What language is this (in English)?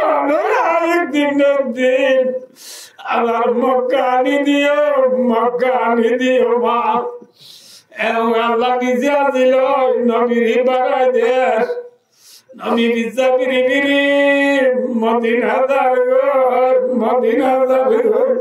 Rohingya